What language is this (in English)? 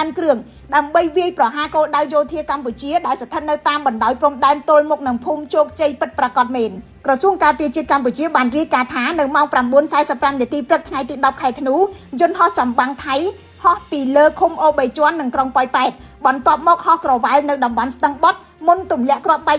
Khmer